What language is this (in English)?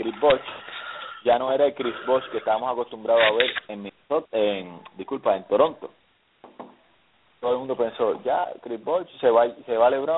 Spanish